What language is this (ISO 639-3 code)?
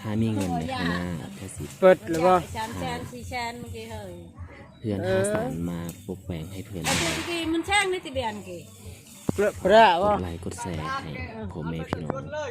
lao